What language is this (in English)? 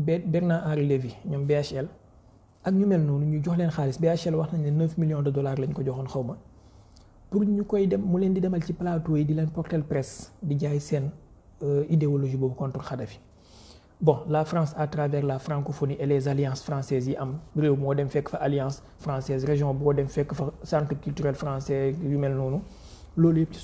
Wolof